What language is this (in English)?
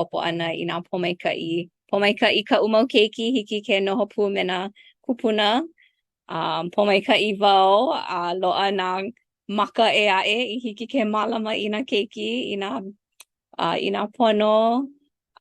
Hawaiian